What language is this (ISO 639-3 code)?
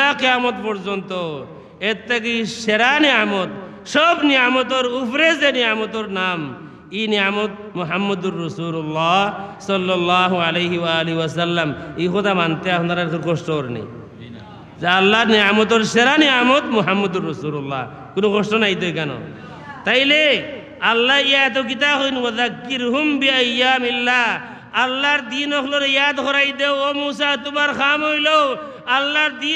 syl